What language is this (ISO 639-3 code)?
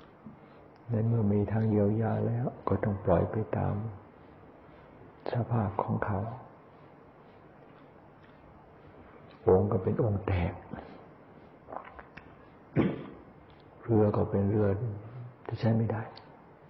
tha